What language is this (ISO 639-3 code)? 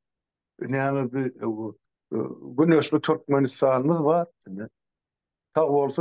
tuk